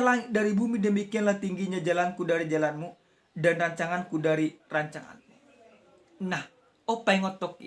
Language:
Batak Toba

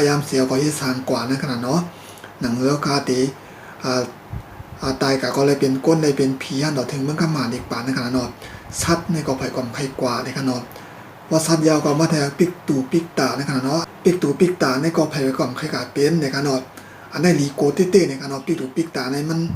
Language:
Shan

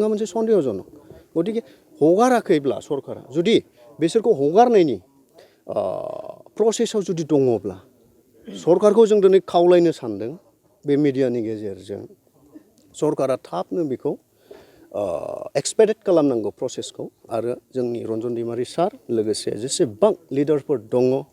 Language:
Bodo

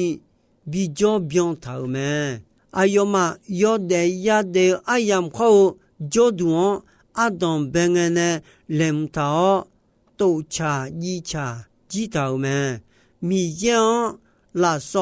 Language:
Akha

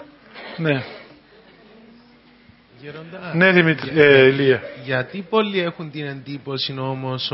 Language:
Greek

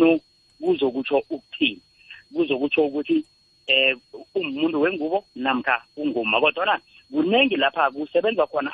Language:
South Ndebele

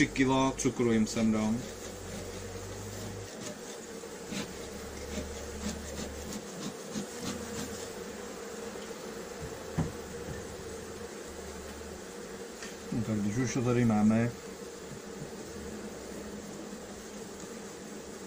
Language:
Czech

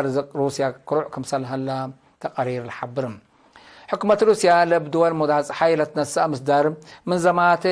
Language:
Tigre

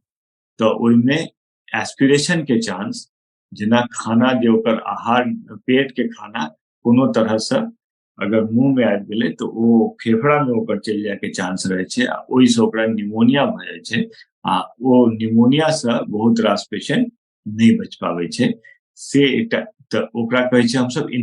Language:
Maithili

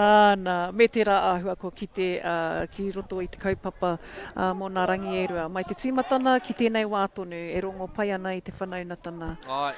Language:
Māori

